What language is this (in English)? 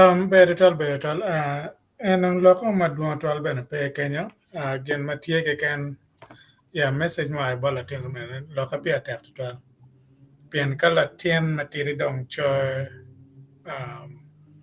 Acoli